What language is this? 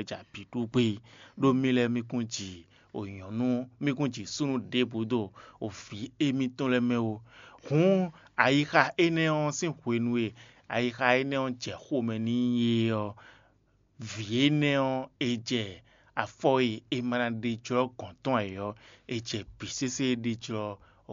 Fon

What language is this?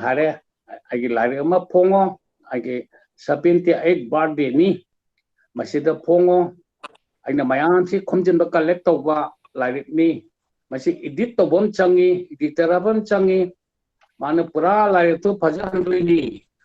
Manipuri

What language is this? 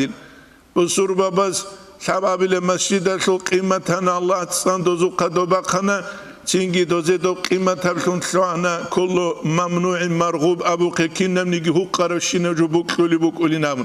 Avaric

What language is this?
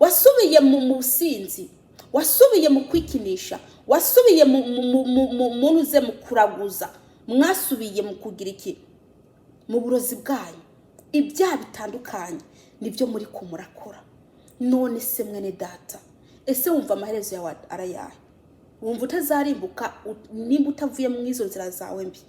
Rundi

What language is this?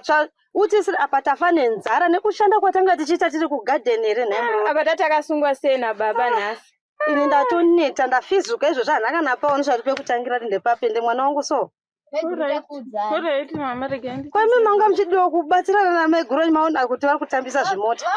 Shona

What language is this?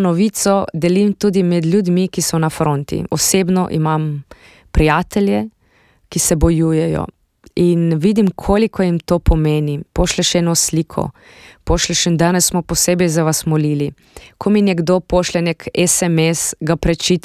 Slovenian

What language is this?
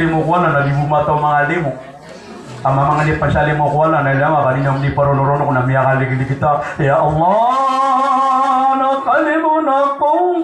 Maranao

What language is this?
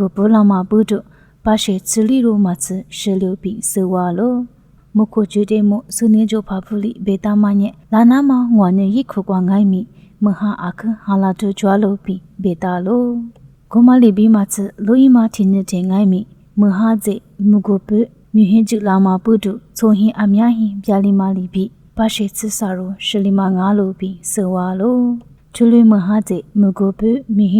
Lisu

